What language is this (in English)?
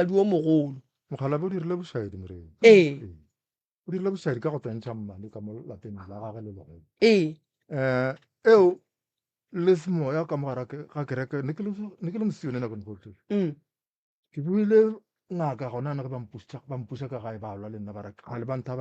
Northern Sotho